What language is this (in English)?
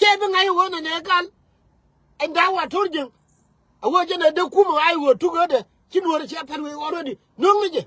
Nuer